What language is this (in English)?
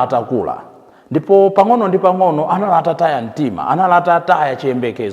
Nyanja